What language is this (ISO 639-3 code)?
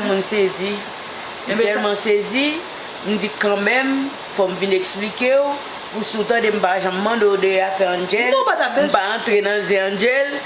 hat